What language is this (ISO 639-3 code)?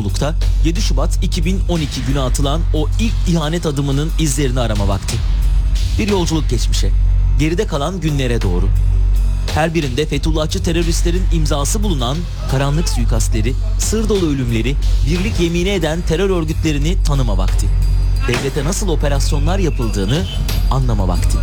tur